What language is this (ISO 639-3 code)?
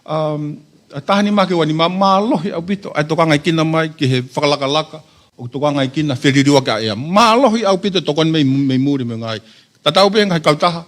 ton